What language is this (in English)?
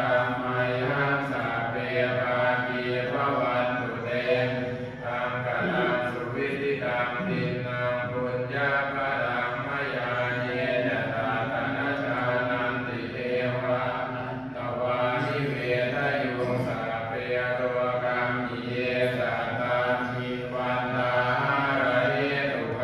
Pali